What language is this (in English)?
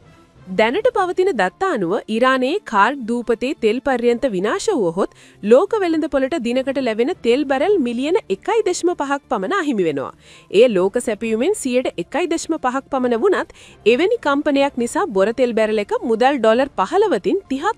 Sinhala